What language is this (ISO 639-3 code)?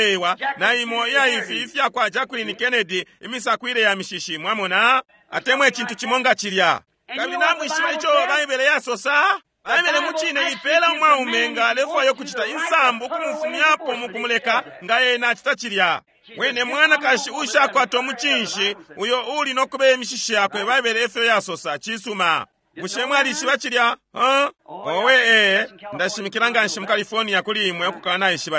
bem